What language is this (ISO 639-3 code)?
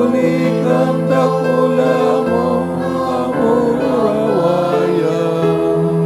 bik